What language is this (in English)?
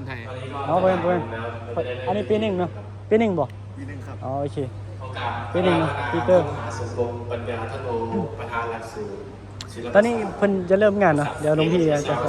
Northeastern Thai